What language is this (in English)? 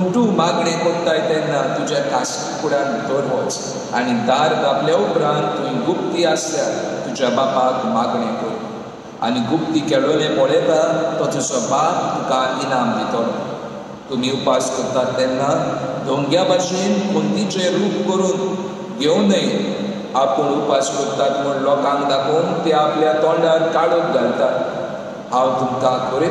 Konkani